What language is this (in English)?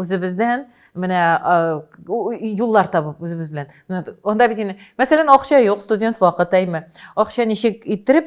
Tatar